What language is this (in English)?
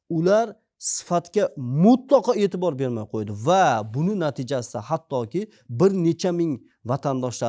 Uzbek